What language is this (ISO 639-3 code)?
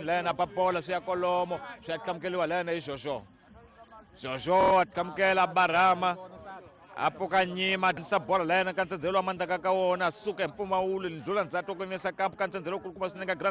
tso